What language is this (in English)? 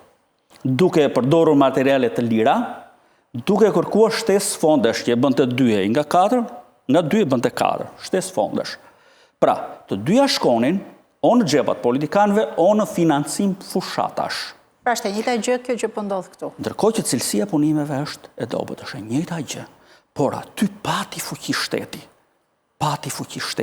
Albanian